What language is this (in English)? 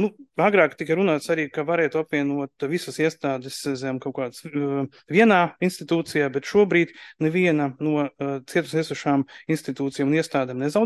Latvian